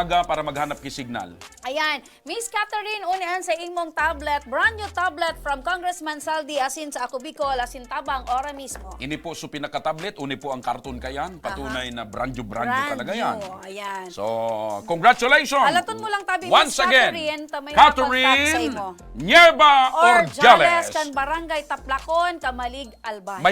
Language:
Bikol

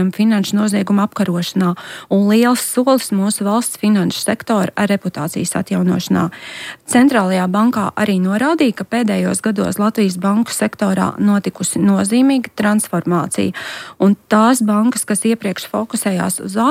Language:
Latvian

